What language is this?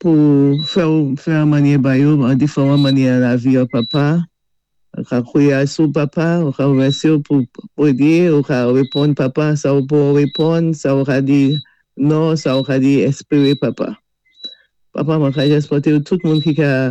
Saint Lucian Creole French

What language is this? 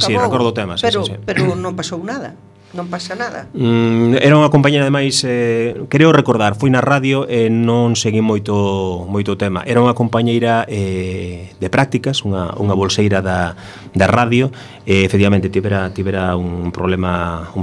Galician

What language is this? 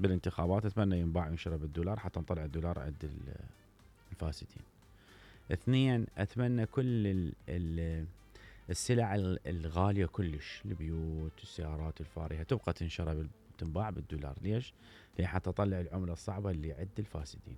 Mesopotamian Arabic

